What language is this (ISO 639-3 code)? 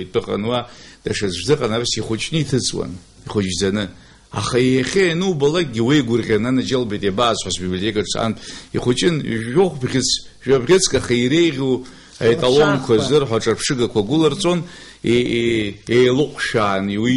abk